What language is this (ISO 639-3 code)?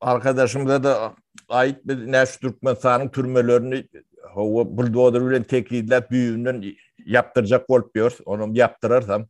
tuk